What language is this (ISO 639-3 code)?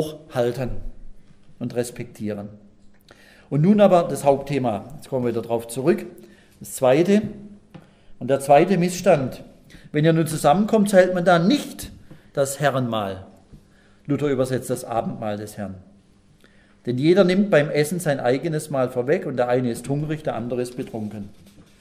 deu